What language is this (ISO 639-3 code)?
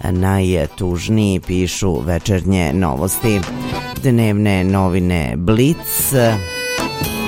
srp